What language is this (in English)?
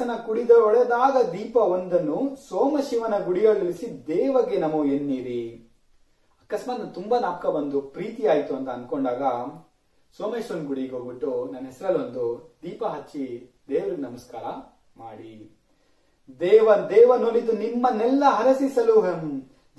Kannada